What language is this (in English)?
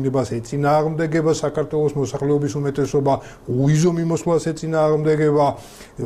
Georgian